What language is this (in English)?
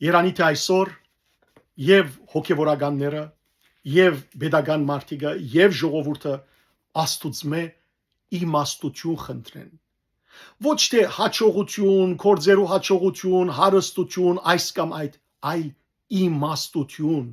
Western Armenian